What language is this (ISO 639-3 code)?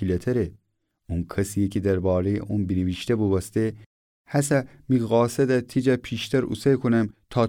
glk